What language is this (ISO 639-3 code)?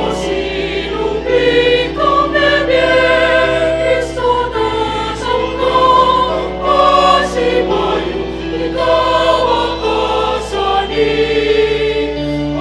pam